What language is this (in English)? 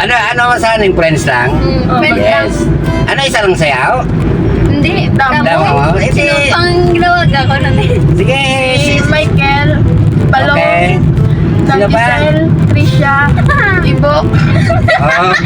Hiligaynon